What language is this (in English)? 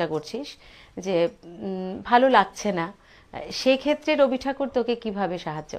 Bangla